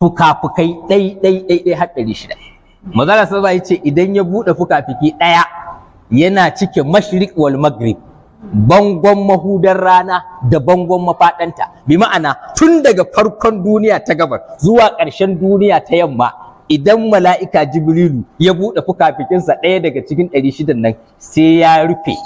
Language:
Hausa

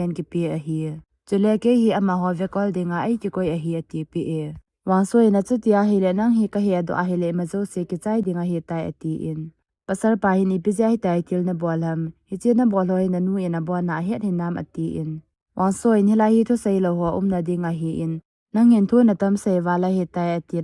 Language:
Thado Chin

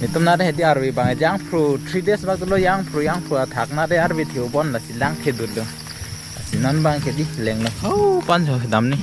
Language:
Karbi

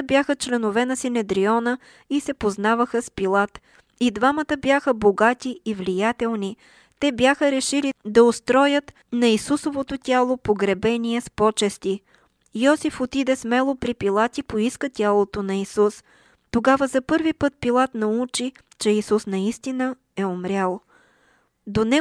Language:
Bulgarian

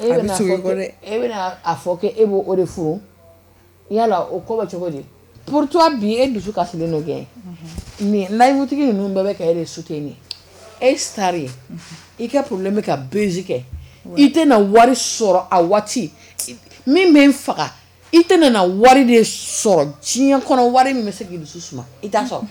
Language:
Bambara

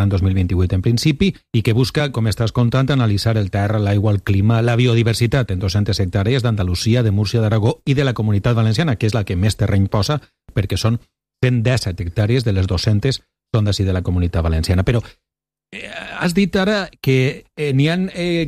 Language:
Catalan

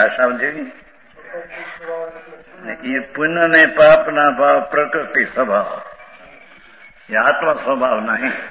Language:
Gujarati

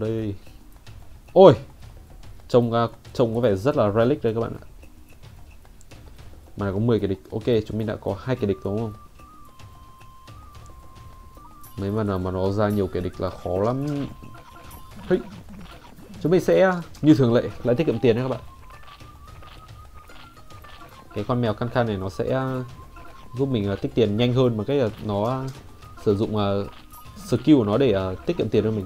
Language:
Vietnamese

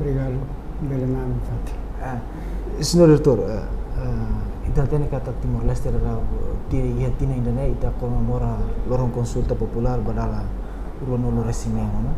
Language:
Tetum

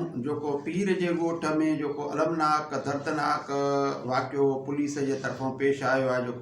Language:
Sindhi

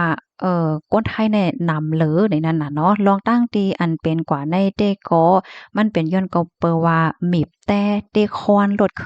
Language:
Shan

